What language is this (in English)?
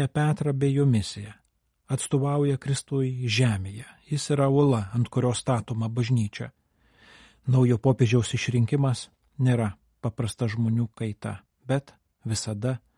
Lithuanian